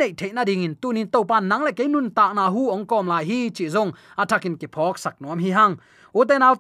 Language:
Tedim Chin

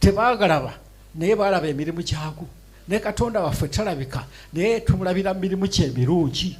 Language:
Ganda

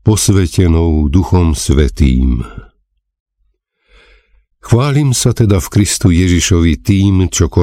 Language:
Slovak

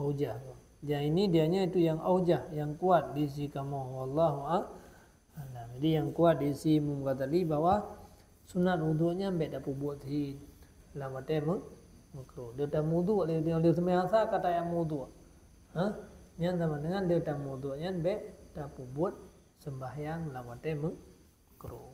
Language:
Achinese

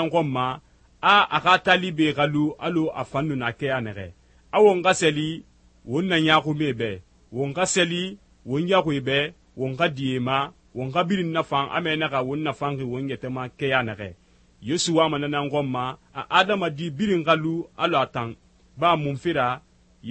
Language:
Susu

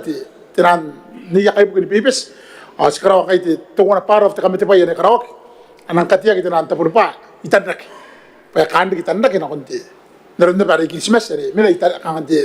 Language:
Gilbertese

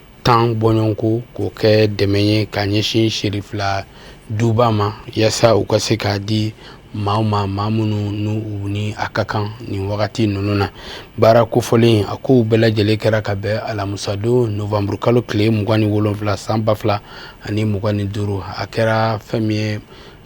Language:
Bambara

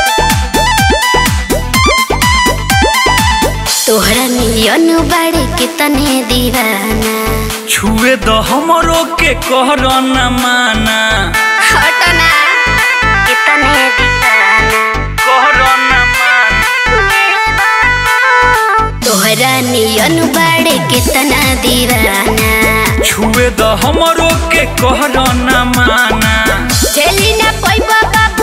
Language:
Bhojpuri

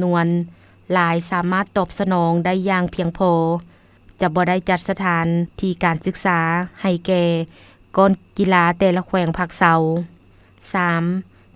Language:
Lao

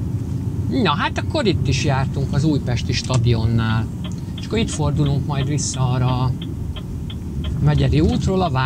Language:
Hungarian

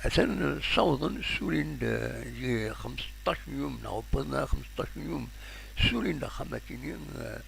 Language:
Kabyle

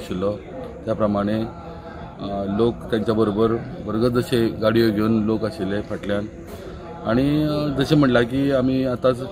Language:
Konkani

